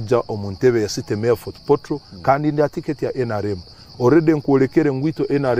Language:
Nyankole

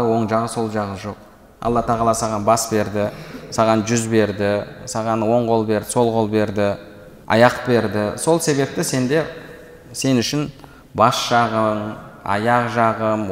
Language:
Kazakh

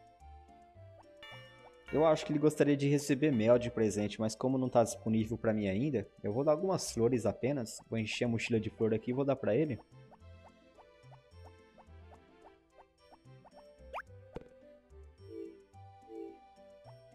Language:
Portuguese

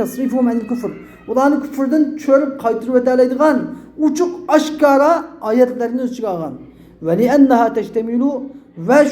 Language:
Uyghur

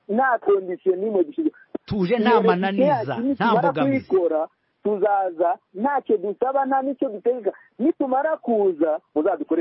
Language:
Kinyarwanda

